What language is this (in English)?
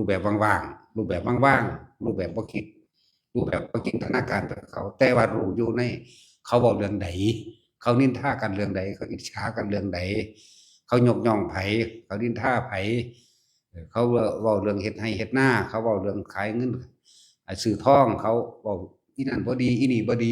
Northeastern Thai